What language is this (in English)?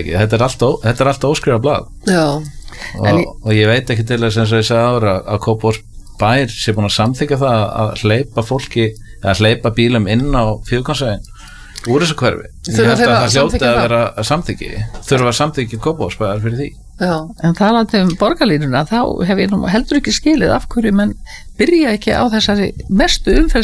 Icelandic